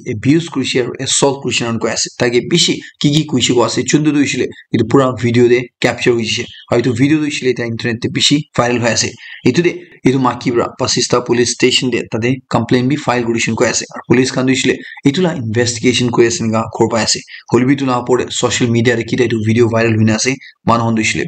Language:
Naga Pidgin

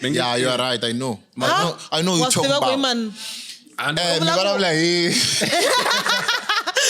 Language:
Tsonga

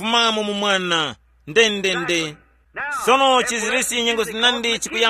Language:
Tumbuka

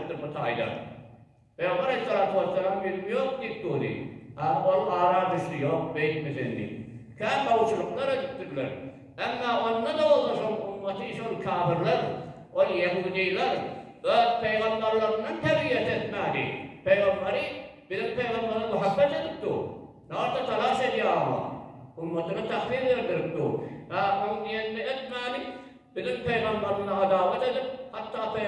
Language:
Turkmen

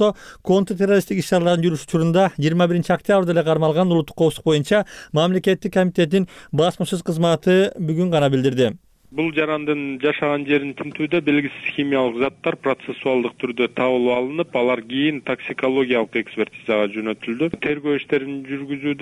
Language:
Kyrgyz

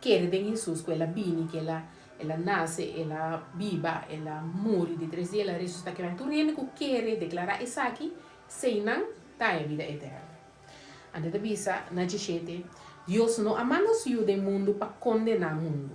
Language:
Papiamento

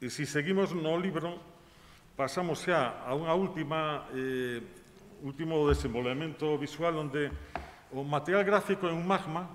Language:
Galician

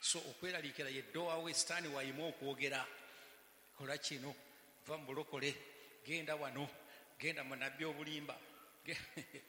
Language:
Ganda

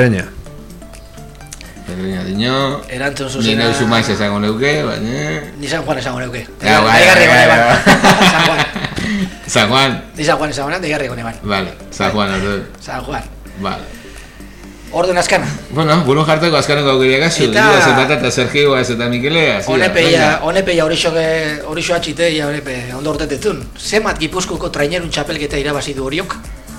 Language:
Basque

